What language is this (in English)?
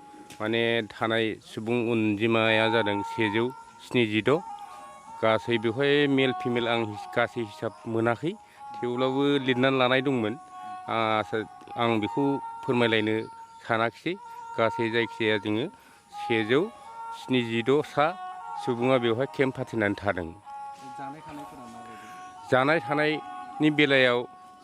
Bodo